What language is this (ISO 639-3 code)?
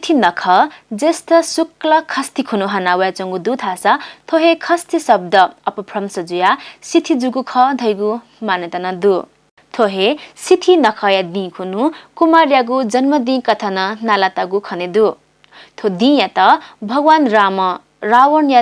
new